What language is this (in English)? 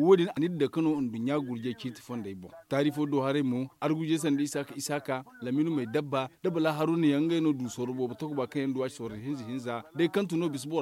Zarma